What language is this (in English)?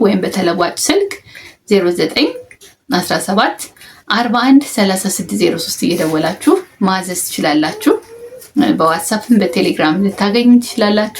Amharic